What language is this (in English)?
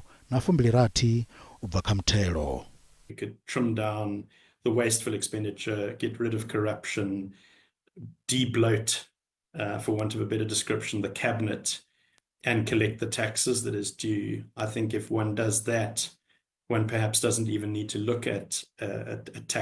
Venda